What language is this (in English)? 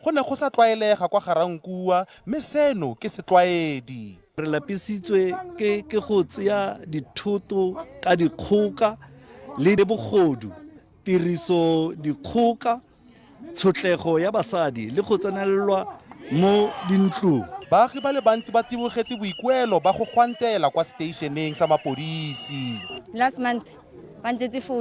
Tswana